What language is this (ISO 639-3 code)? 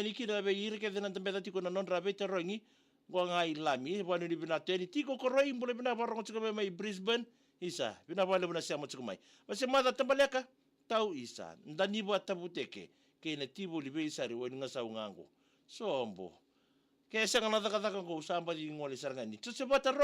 fij